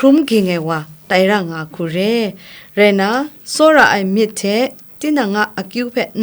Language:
Kachin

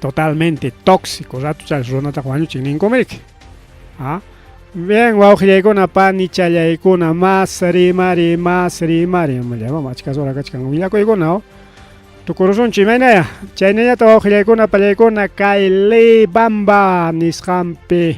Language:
Ayacucho Quechua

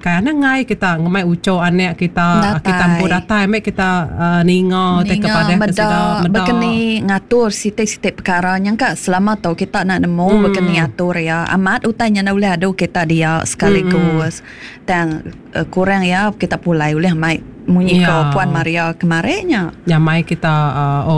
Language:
Iban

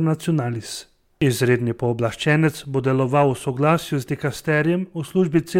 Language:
Slovenian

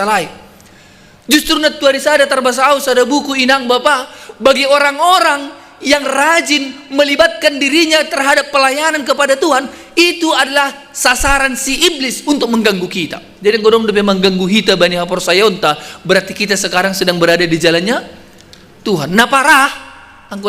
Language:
Batak Simalungun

